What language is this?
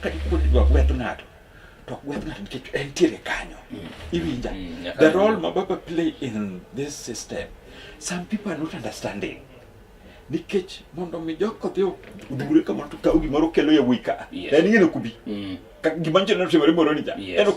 Luo (Kenya and Tanzania)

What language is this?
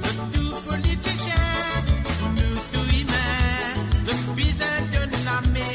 Morisyen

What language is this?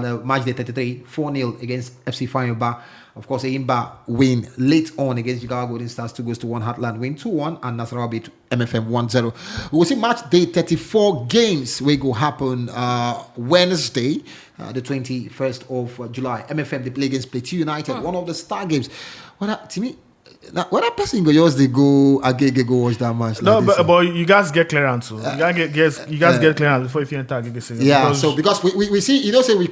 Nigerian Pidgin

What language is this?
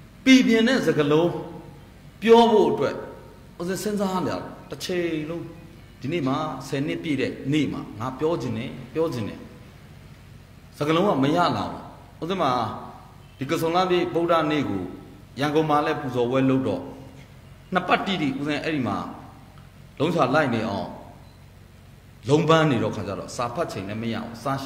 Burmese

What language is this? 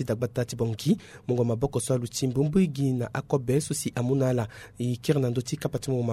Sango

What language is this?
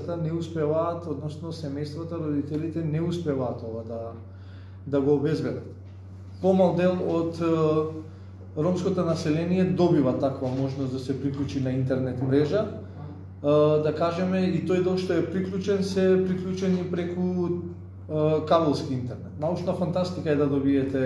Macedonian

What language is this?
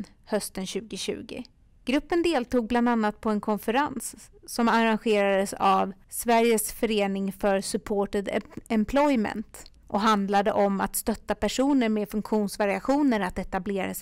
Swedish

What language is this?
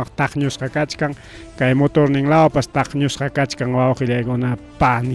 Ayacucho Quechua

